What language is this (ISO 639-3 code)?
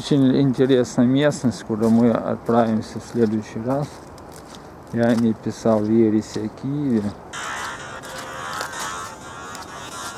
rus